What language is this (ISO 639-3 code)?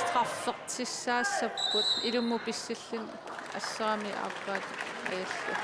kal